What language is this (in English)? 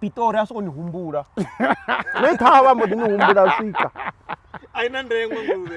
Venda